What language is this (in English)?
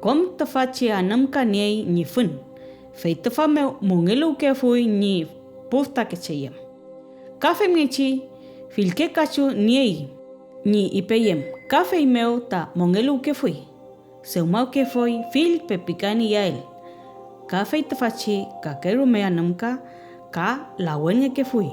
Mapuche